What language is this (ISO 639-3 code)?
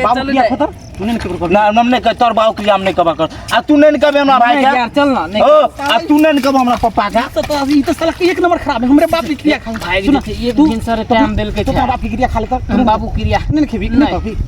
mai